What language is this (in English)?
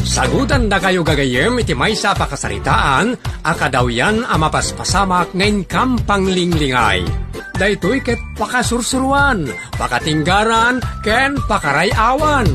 Iloko